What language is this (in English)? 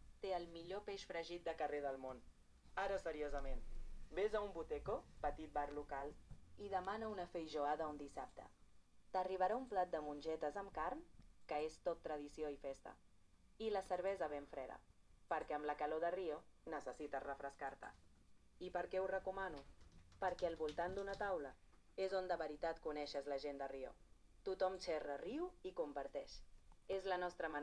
Catalan